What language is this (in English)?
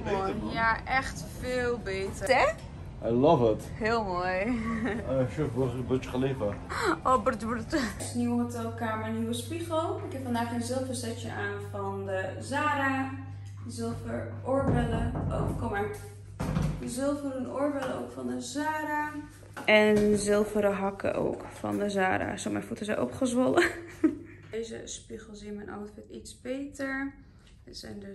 Dutch